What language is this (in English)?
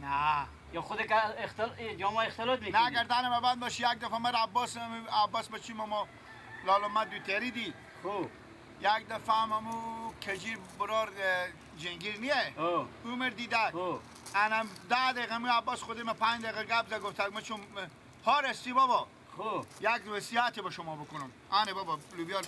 Persian